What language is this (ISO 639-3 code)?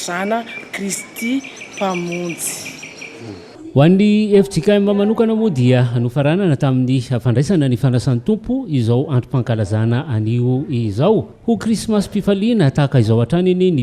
mlg